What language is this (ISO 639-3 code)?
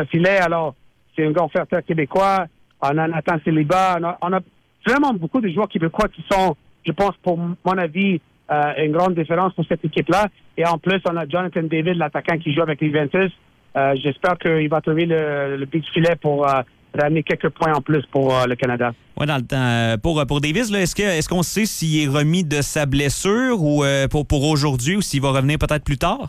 fra